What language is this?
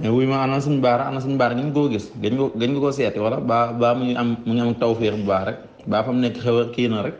Wolof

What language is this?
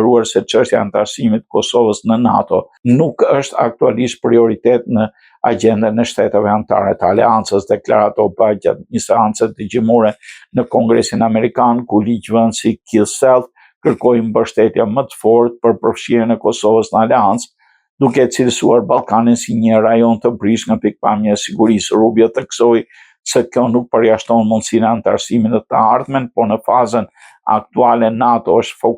Albanian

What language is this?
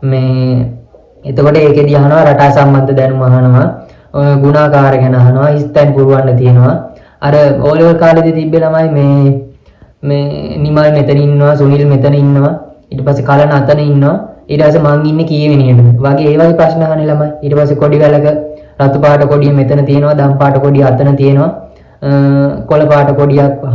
Sinhala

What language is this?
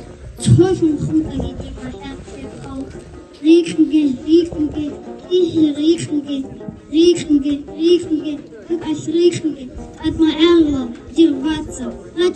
Avaric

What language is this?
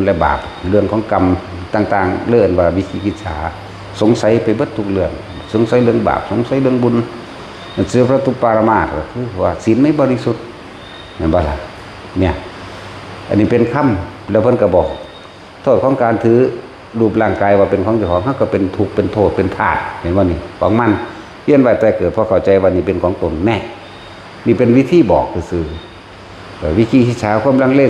Northeastern Thai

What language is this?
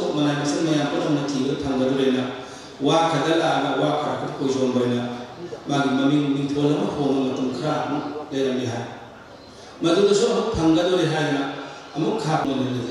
Manipuri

